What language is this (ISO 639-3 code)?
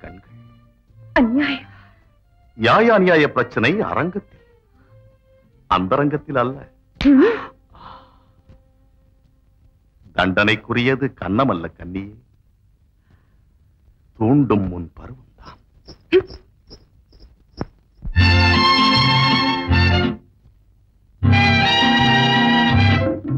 tam